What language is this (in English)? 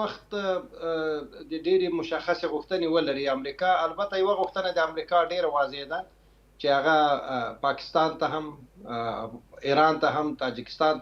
Pashto